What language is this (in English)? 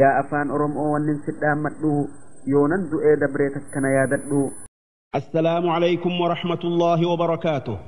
Oromo